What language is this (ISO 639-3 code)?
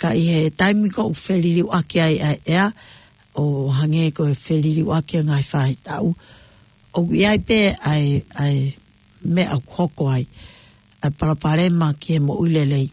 ton